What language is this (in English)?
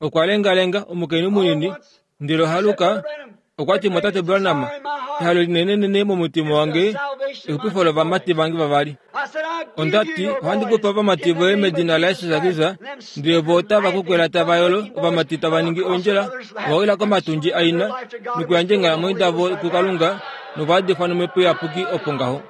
Kuanyama